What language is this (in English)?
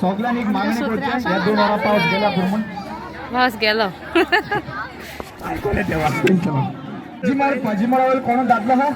Konkani